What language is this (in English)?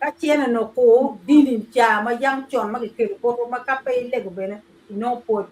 Acoli